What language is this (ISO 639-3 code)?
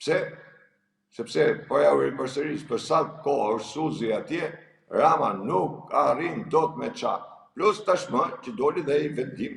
sqi